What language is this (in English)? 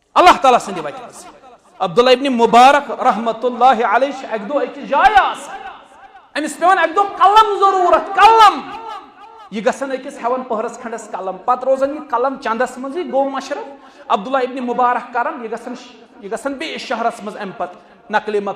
Kashmiri